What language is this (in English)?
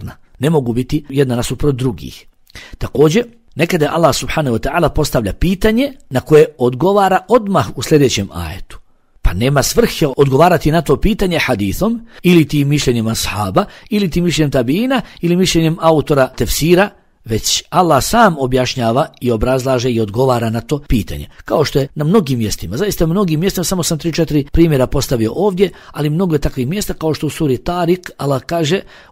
Bosnian